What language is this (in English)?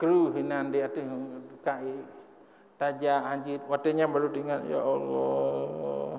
Achinese